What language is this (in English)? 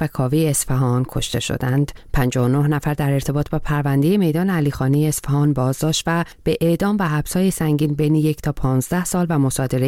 Persian